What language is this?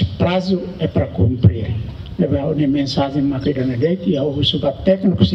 Tetum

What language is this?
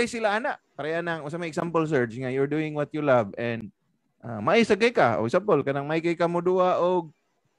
Cebuano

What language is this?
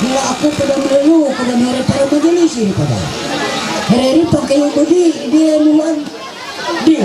Ma'anyan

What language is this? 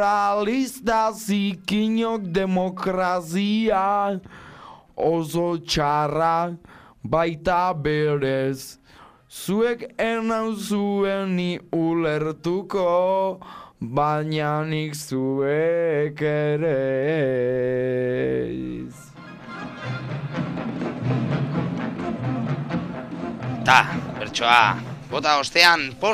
Basque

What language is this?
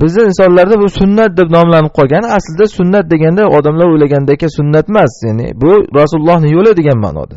Uzbek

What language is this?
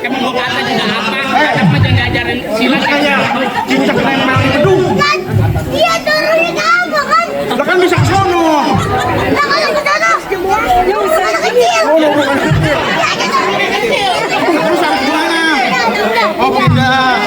Betawi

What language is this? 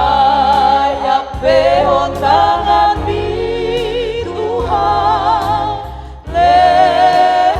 Batak Toba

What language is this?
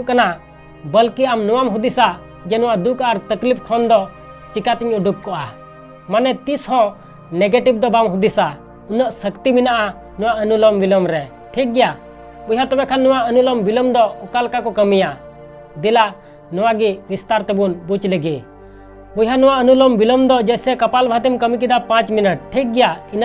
Santali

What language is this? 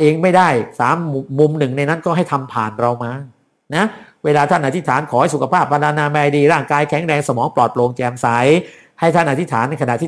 Thai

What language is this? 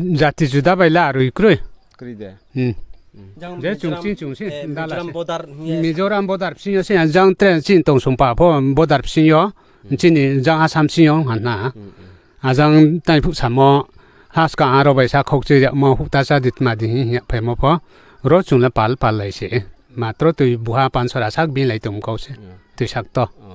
Riang (India)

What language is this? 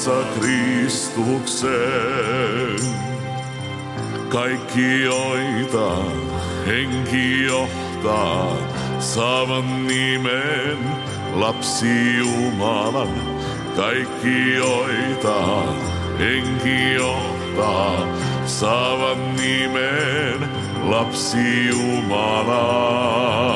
Finnish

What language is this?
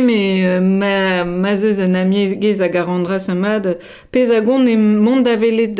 Breton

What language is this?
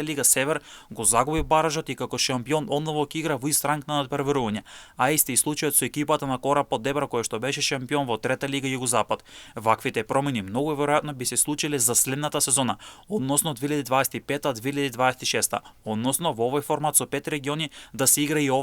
Macedonian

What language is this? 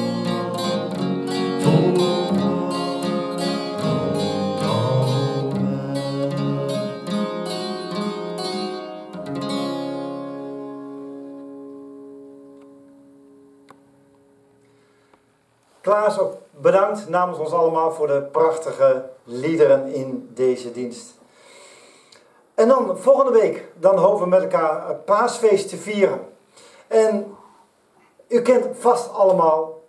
Dutch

